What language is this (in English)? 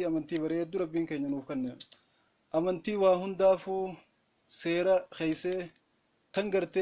Oromo